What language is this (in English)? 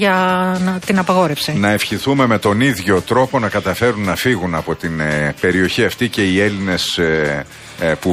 Greek